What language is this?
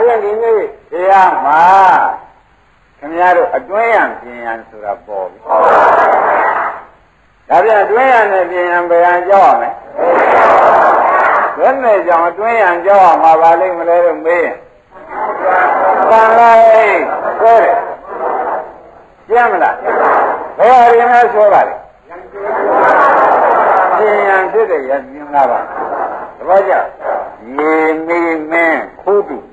Burmese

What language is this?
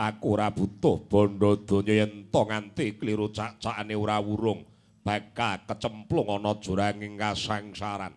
Javanese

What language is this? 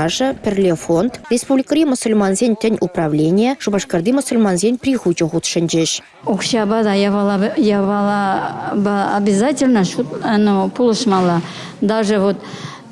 Chuvash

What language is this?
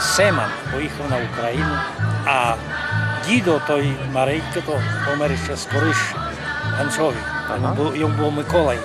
Rusyn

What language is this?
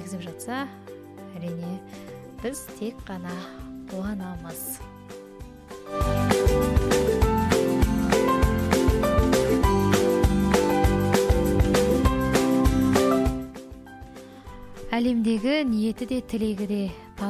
Kazakh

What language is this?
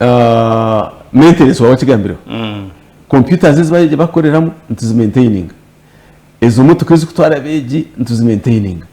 Nyankole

